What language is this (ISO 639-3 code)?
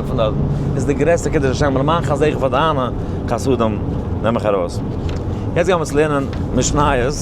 yid